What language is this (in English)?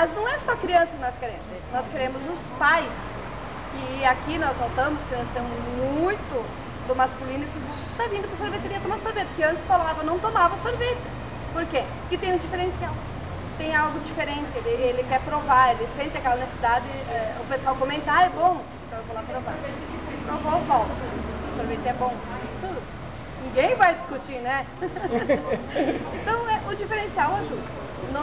Portuguese